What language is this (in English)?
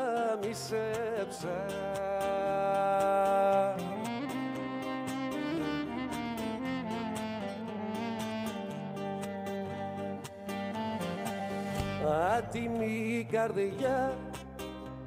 Greek